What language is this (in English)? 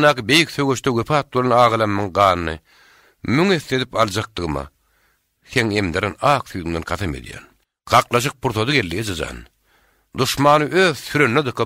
Turkmen